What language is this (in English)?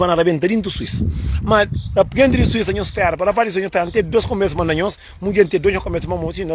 Kabuverdianu